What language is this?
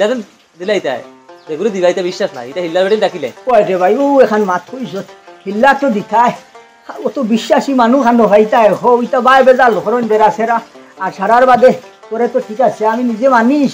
Sylheti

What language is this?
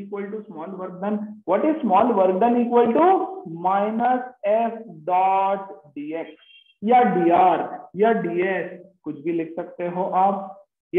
Hindi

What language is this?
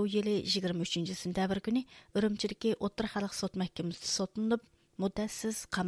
Uyghur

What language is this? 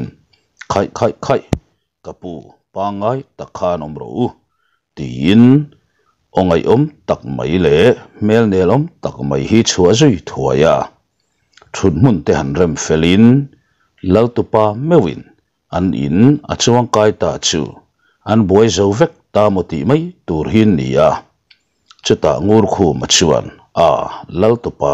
Mizo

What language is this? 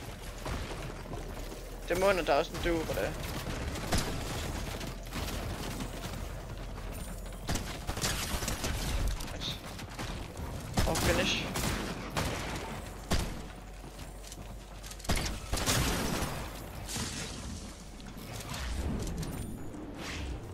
Danish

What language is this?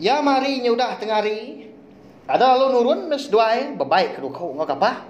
Iban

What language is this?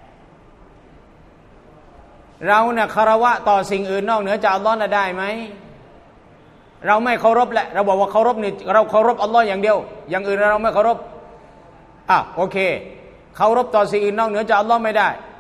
Thai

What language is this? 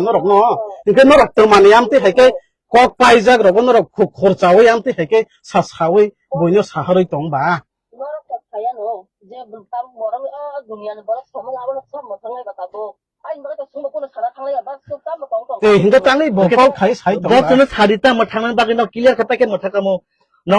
Kok Borok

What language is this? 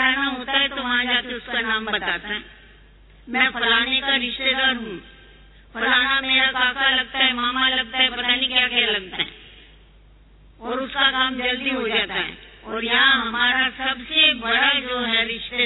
Hindi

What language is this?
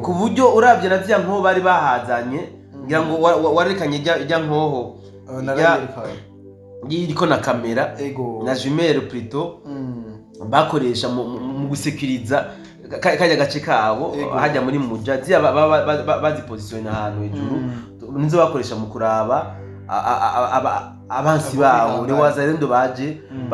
Rundi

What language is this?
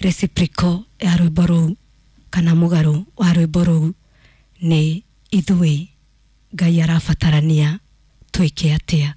Kikuyu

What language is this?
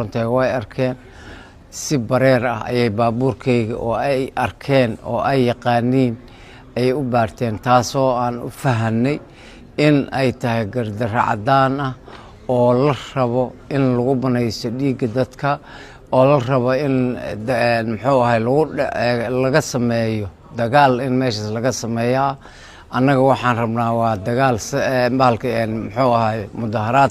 Somali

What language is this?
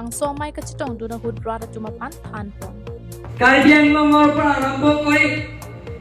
Karbi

